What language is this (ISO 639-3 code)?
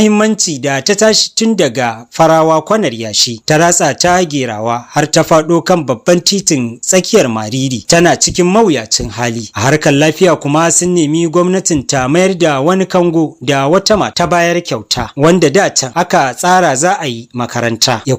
hau